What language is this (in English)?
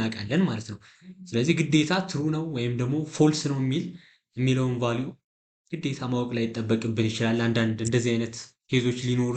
Amharic